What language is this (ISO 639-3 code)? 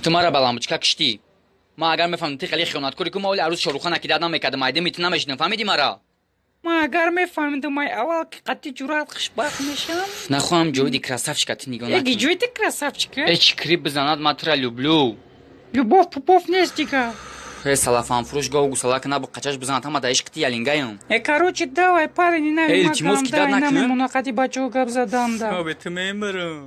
tgk